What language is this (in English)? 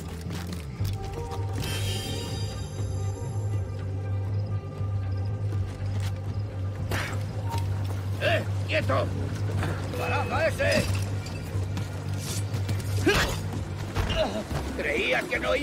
English